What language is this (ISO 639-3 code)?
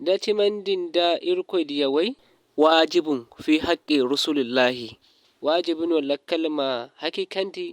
dje